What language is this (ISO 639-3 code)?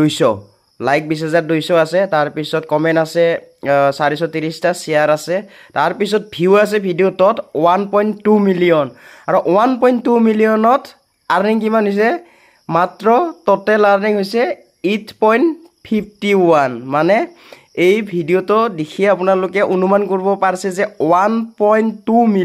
asm